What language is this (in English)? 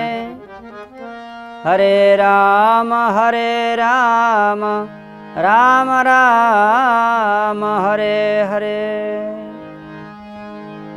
Odia